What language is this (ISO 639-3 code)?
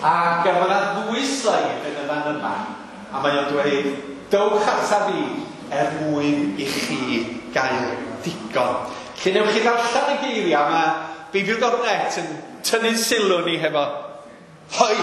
cym